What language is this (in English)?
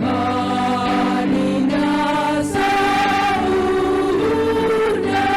Batak Simalungun